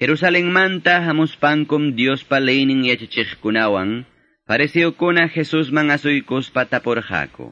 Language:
Quechua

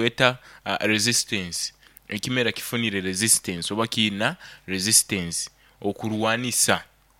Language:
Nyoro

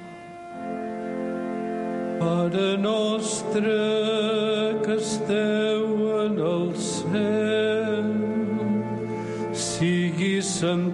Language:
Catalan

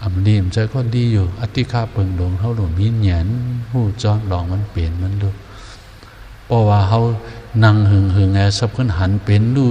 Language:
Shan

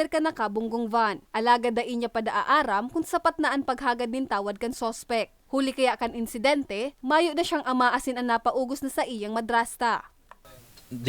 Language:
Bikol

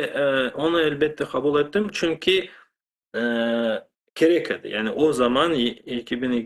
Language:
Crimean Tatar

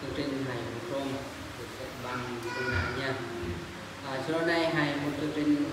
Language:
Eastern Bru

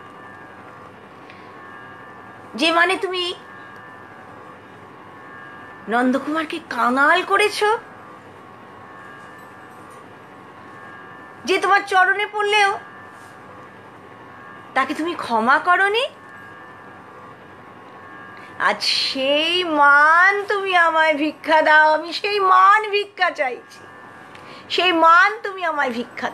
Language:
Bangla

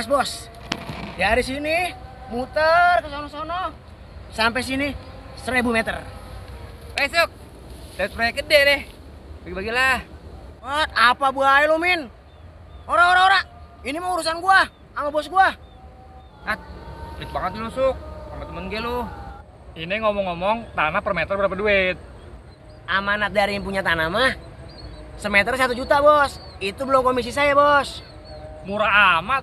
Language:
Betawi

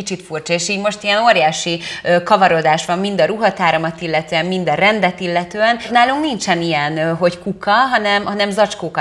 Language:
Hungarian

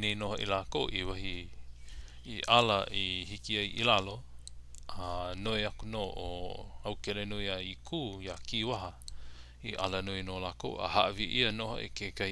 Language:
Hawaiian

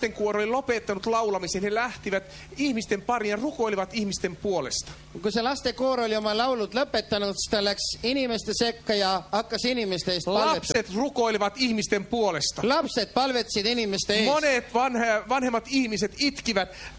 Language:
Finnish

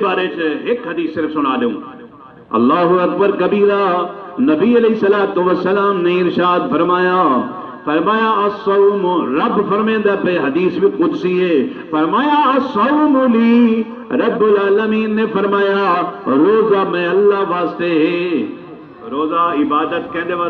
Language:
Saraiki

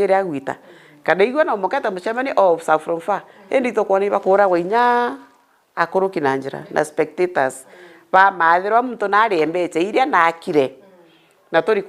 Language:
Meru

